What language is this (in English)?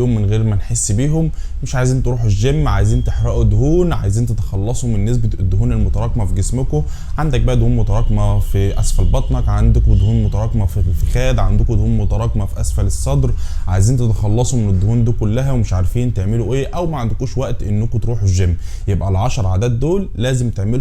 Egyptian Arabic